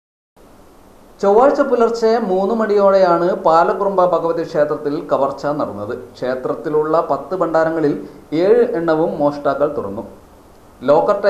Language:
Malayalam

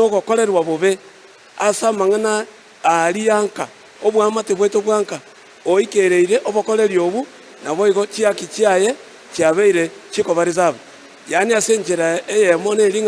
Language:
Gusii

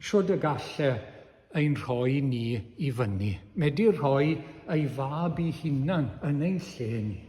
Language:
Welsh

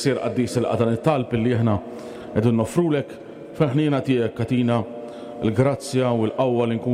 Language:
Maltese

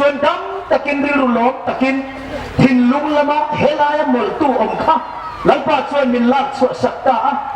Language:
Hmar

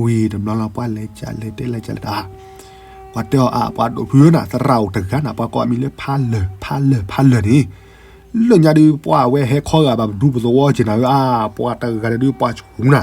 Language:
S'gaw Karen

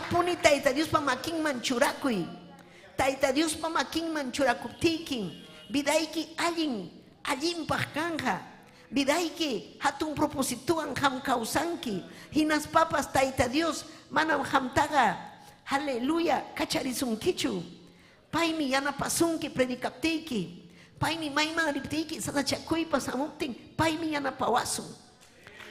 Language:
Ayacucho Quechua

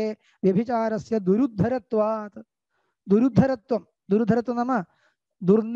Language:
Sanskrit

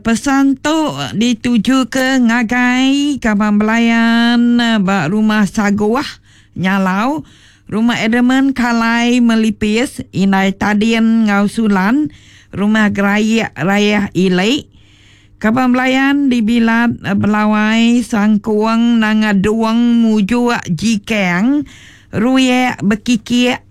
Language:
Iban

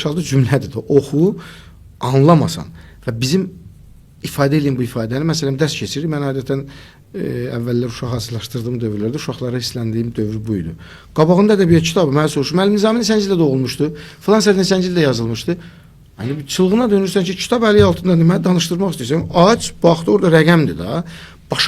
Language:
Azerbaijani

